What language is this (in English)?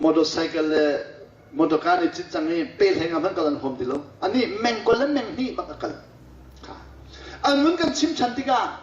Hakha Chin